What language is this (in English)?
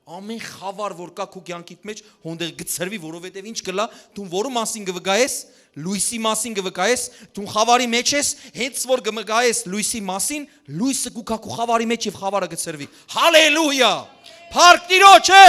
Western Armenian